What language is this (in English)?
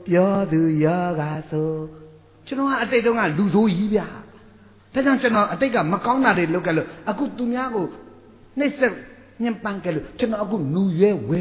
Burmese